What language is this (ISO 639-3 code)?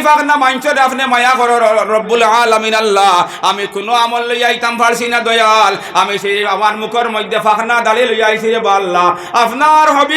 syl